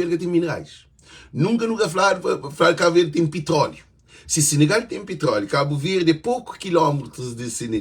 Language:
Kabuverdianu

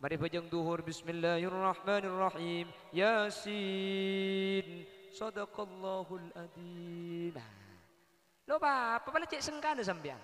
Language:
Madurese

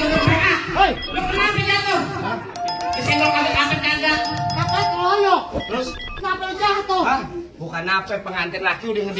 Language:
Betawi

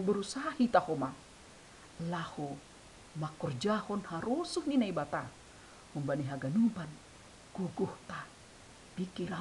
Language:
Batak Simalungun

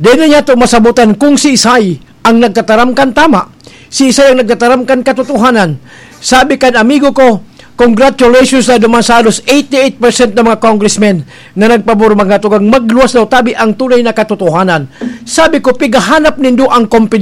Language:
Bikol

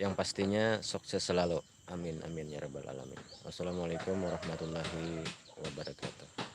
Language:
Banjar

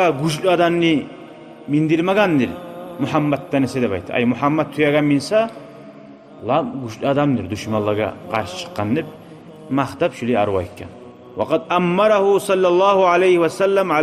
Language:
Kumyk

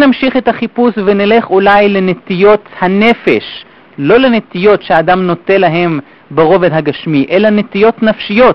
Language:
Hebrew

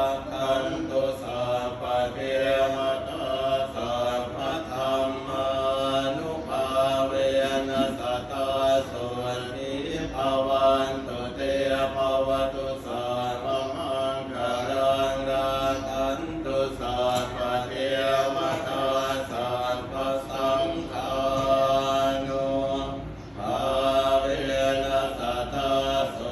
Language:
Pali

